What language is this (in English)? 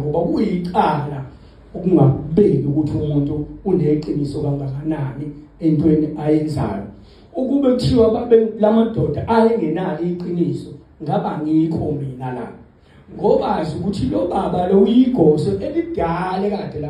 Zulu